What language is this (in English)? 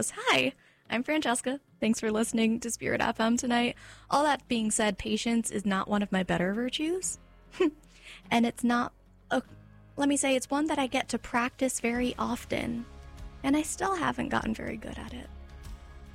English